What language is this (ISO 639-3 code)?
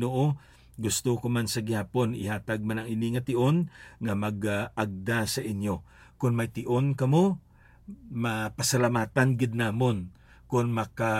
hil